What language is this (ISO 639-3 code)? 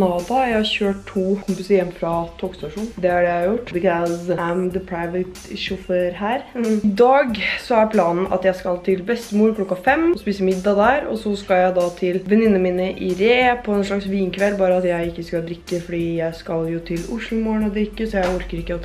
nor